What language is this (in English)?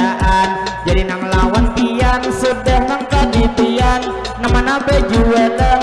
Banjar